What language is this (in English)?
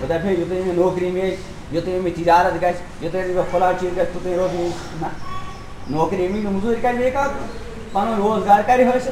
Kashmiri